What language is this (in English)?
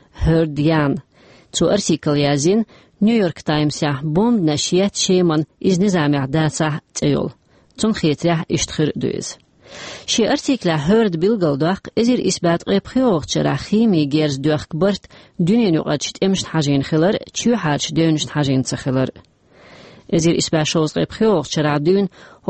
Chechen